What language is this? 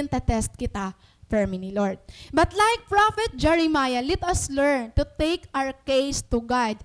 Waray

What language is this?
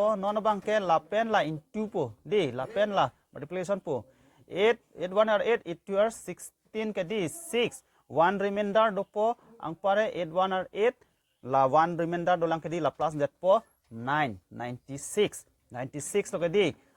Karbi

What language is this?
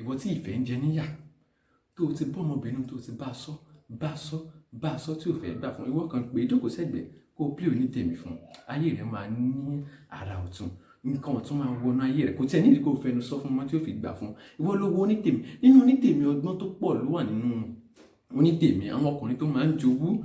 Yoruba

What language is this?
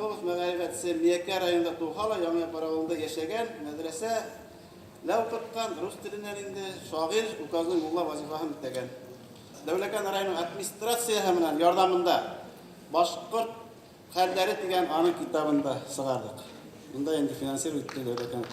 Bashkir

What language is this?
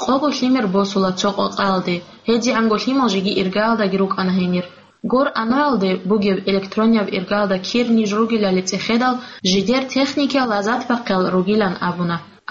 Avaric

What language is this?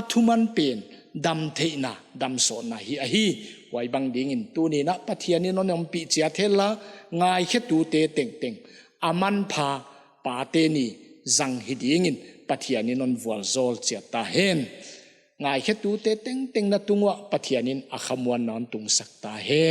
Paite Chin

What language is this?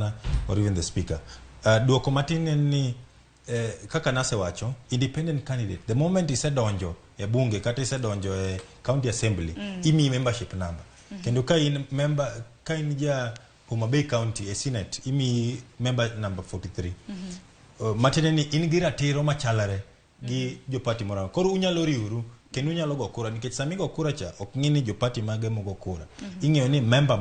Luo (Kenya and Tanzania)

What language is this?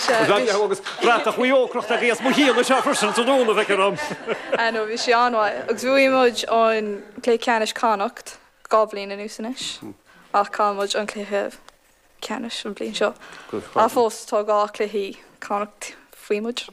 Irish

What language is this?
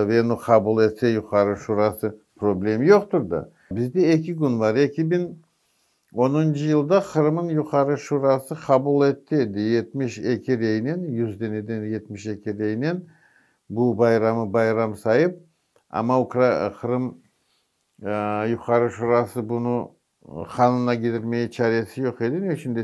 Crimean Tatar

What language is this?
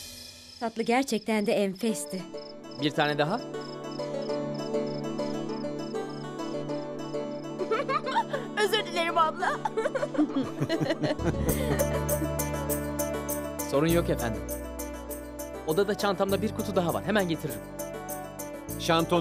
Turkish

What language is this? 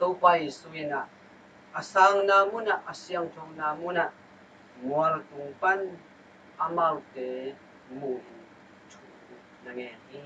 Tedim Chin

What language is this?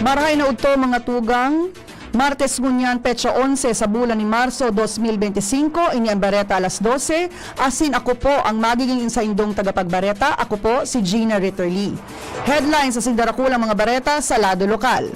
Bikol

